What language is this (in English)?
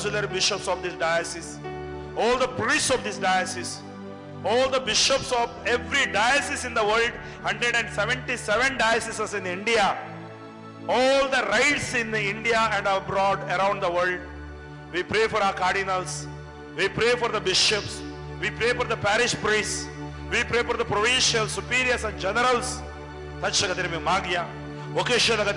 Konkani